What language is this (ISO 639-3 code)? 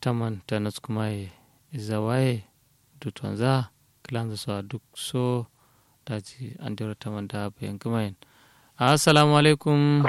kau